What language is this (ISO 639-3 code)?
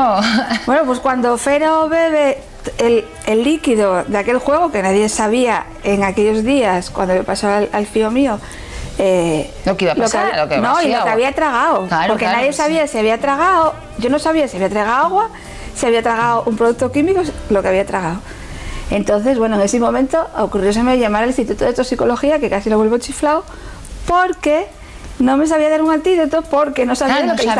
ast